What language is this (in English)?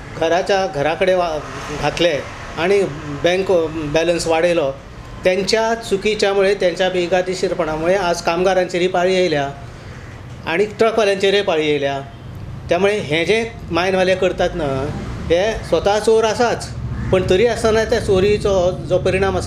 Konkani